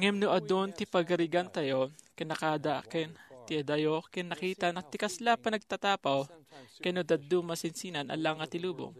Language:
Iloko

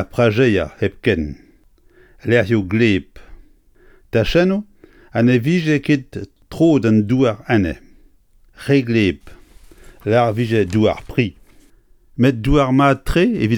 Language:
Breton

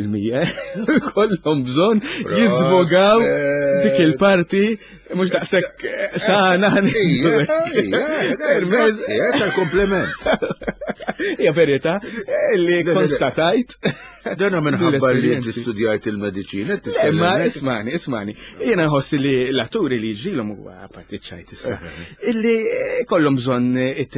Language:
Maltese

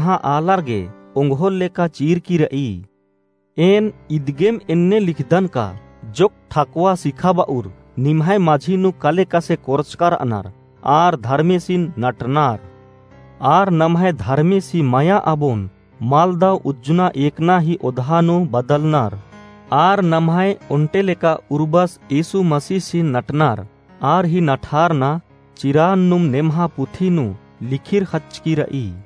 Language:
Kurukh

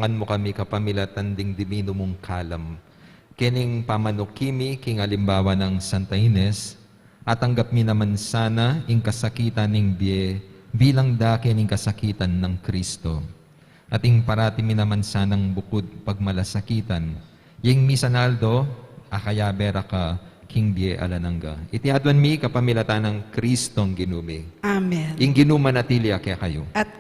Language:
Pampanga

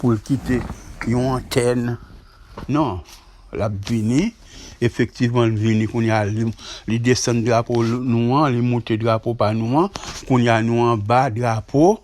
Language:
Haitian Creole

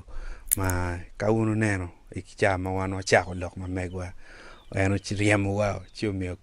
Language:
Acoli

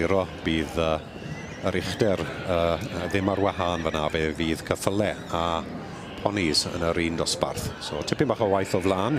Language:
Welsh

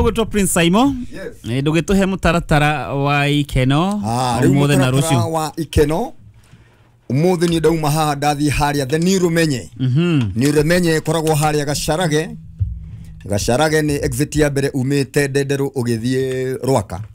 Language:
Kikuyu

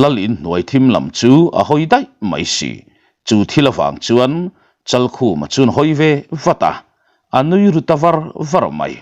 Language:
Mizo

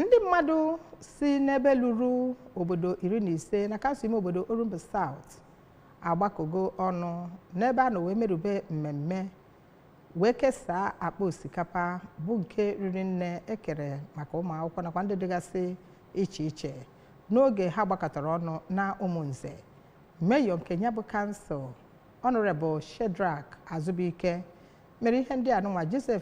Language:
Igbo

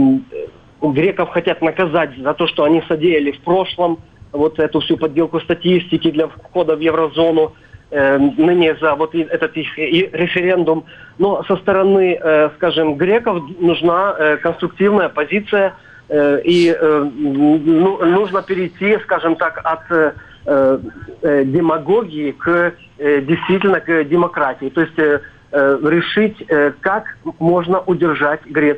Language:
Russian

